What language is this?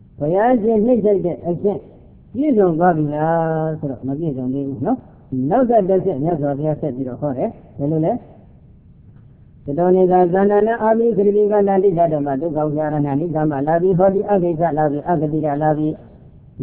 Burmese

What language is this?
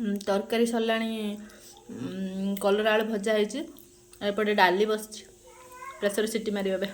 Odia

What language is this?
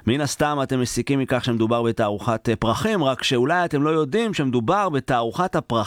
Hebrew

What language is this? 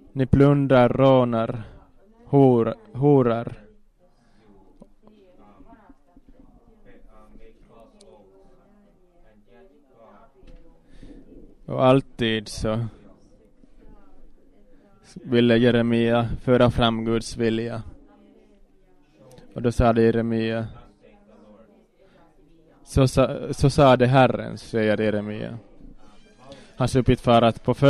Swedish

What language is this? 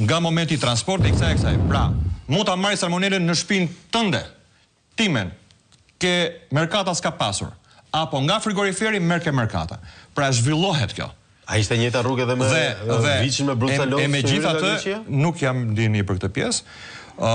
Albanian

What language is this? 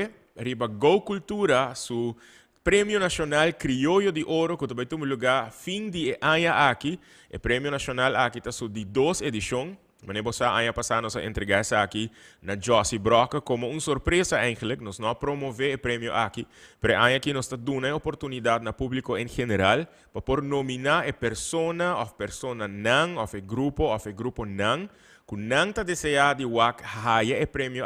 Papiamento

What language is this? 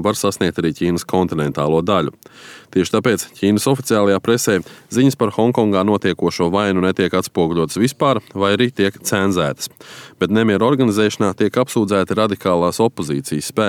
Latvian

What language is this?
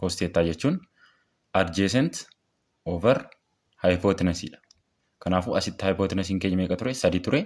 Oromo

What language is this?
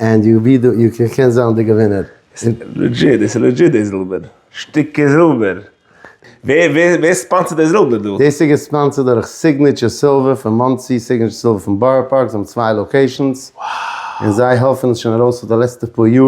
Yiddish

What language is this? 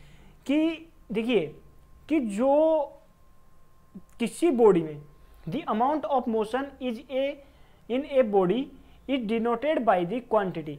Hindi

